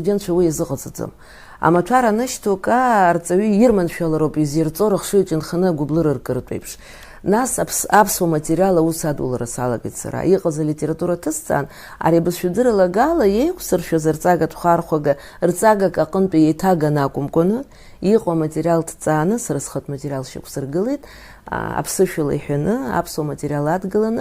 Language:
Abkhazian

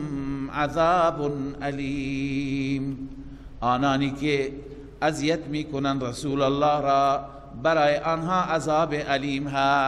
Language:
Persian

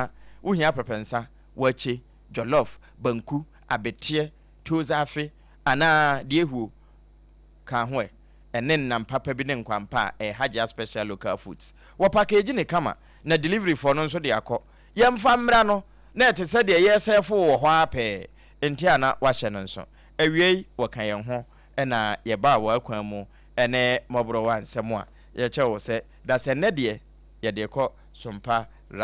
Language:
Akan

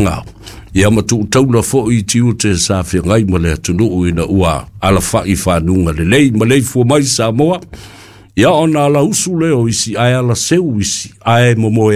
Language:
Samoan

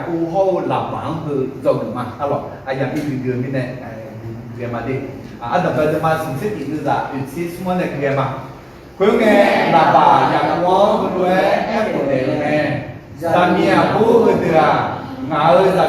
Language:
Akha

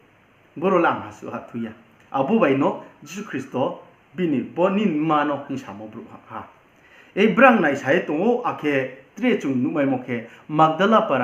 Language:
Riang (India)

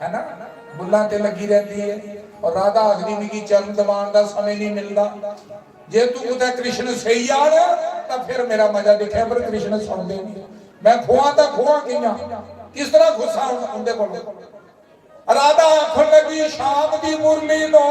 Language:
Dogri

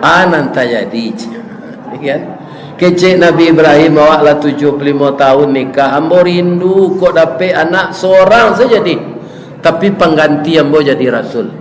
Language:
Minangkabau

